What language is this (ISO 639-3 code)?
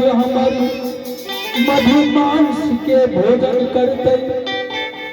anp